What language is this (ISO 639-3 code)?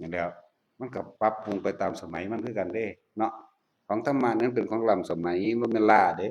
tts